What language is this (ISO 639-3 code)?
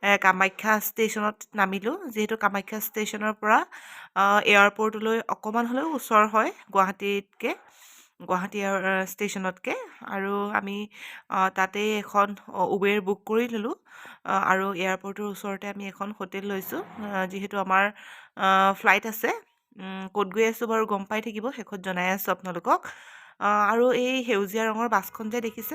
asm